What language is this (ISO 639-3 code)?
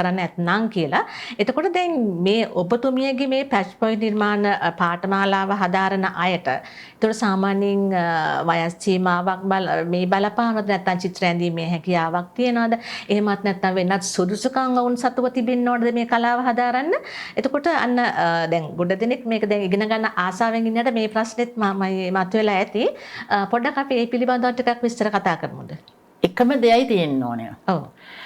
sin